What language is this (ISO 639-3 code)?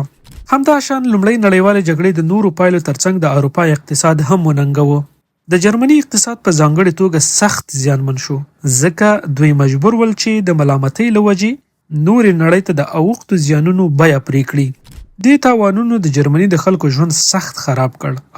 pus